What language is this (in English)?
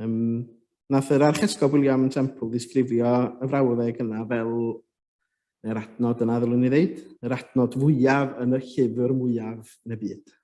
Welsh